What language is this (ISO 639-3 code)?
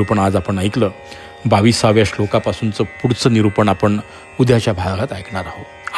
mar